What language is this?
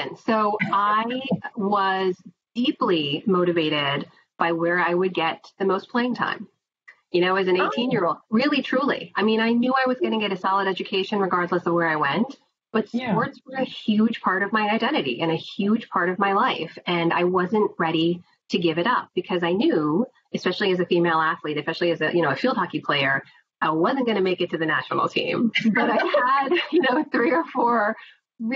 English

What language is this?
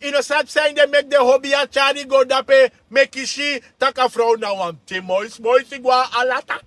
Sranan Tongo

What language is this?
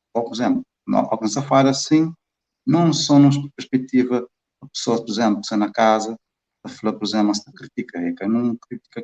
Kabuverdianu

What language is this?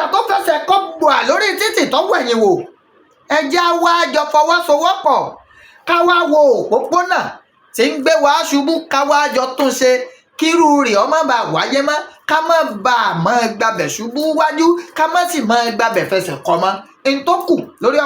Yoruba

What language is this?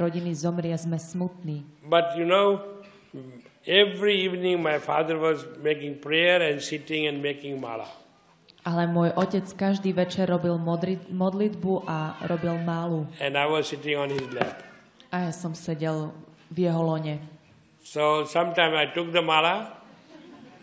Slovak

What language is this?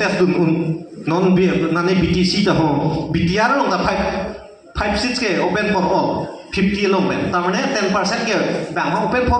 Karbi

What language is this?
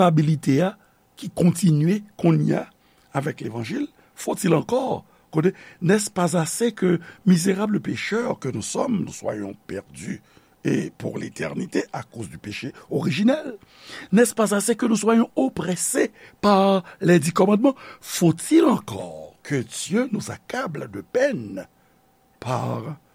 Haitian Creole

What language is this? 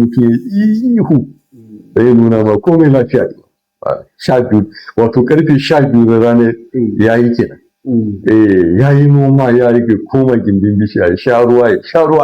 Hausa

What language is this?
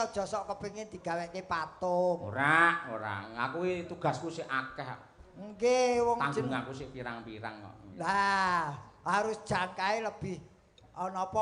Javanese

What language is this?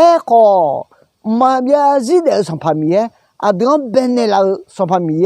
Akha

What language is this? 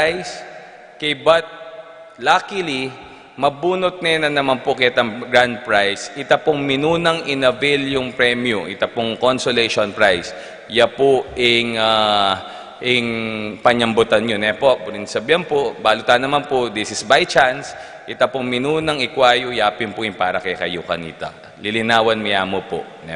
Pampanga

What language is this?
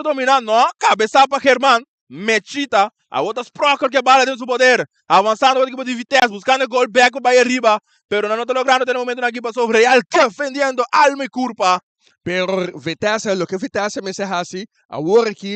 Papiamento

